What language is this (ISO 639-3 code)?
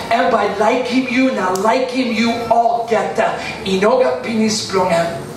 tpi